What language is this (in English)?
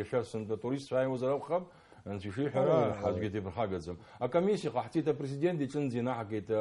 Abkhazian